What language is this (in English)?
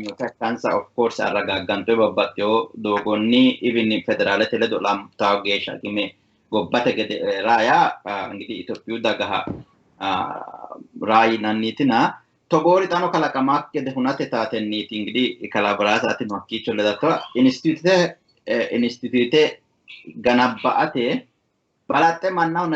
Sidamo